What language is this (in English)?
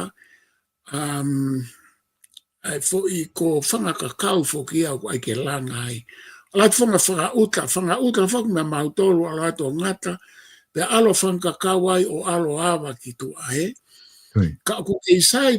Tongan